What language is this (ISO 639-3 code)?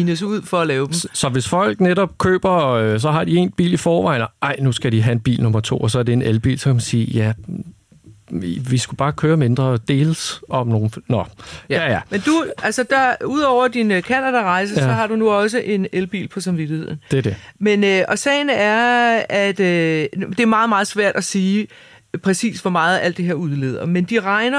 dan